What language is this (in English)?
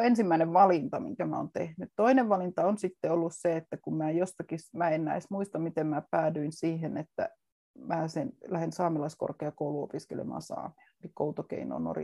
Finnish